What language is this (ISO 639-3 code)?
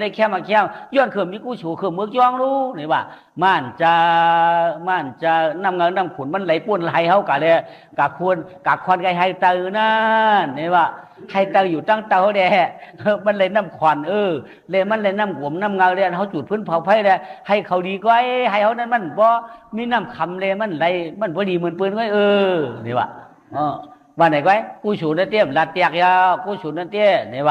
shn